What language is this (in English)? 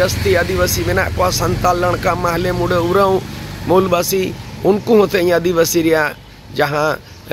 Santali